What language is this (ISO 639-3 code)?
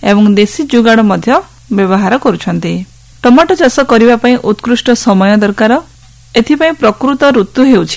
ori